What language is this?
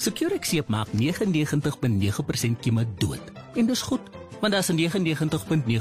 Afrikaans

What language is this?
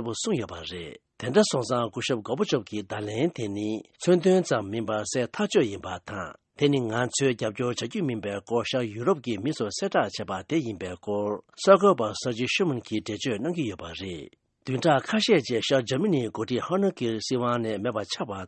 Tibetan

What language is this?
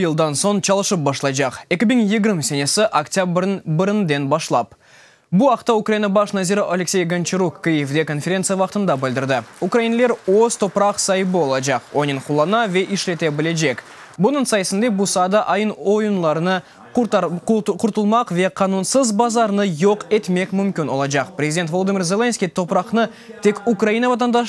Crimean Tatar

